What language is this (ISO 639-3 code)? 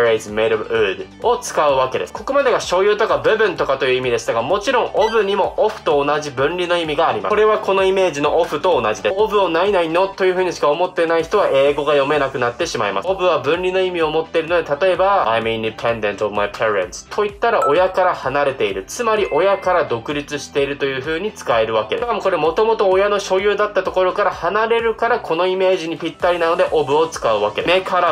jpn